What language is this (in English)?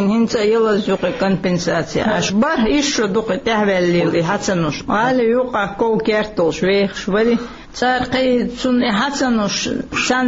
Chechen